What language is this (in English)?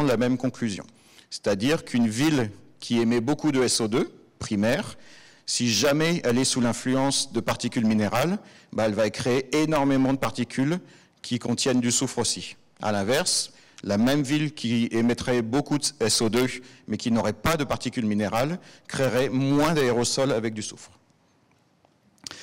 French